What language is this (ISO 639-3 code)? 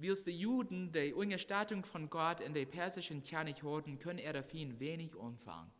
pdt